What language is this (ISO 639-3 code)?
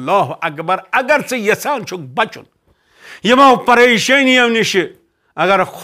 kas